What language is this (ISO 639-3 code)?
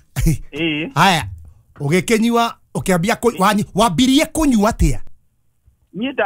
kik